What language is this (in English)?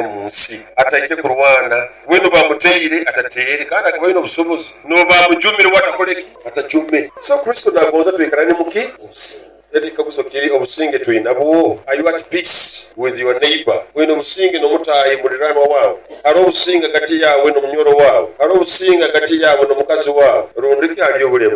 Nyoro